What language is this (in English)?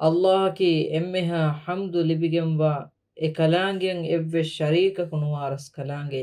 Divehi